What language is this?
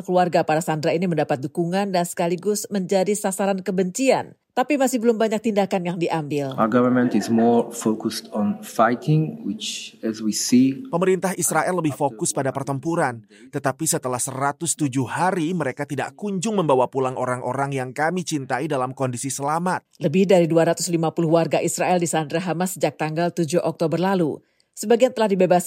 Indonesian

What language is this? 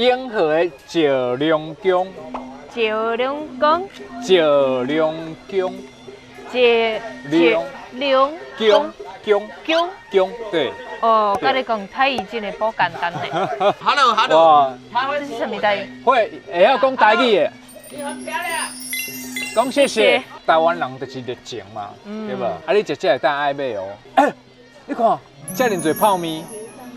Min Nan Chinese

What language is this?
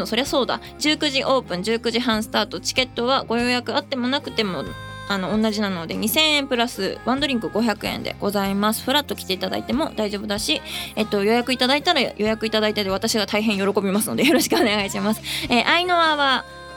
Japanese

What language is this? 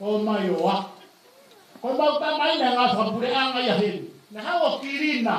Tongan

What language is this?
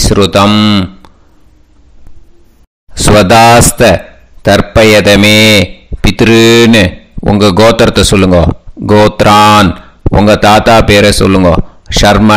Tamil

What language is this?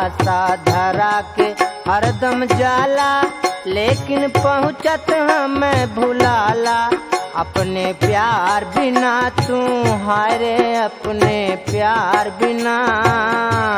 Bhojpuri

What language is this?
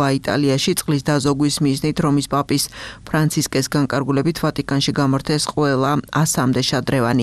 Georgian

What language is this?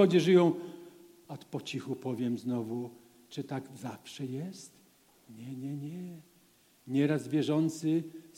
Polish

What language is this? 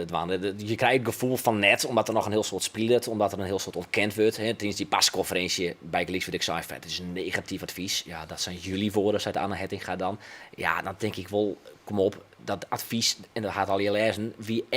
Western Frisian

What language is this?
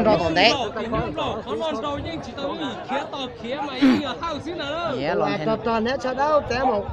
Hmong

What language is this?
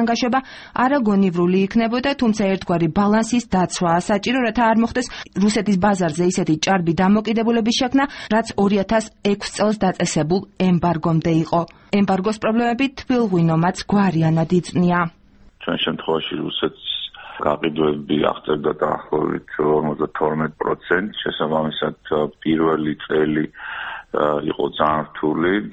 Georgian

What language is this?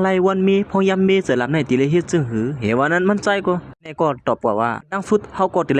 Shan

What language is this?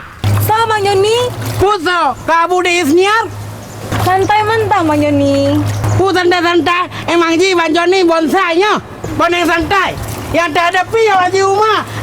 Achinese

